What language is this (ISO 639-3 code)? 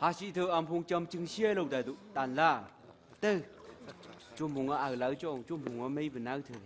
nph